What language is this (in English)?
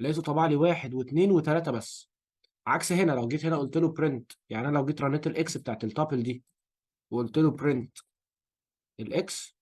Egyptian Arabic